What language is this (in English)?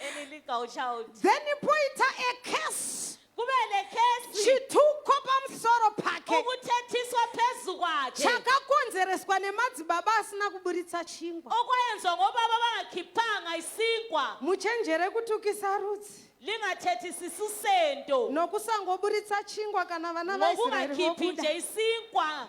Shona